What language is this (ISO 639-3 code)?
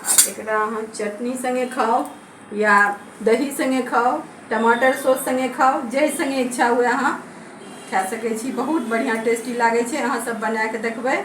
mai